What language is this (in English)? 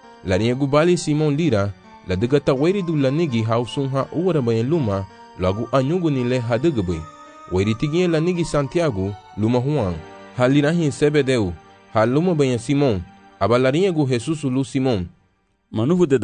Garifuna